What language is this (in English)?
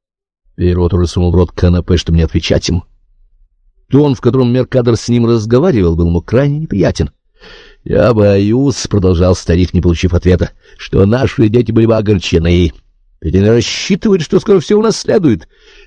Russian